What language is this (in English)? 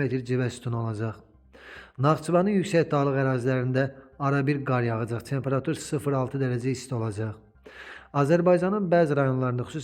Azerbaijani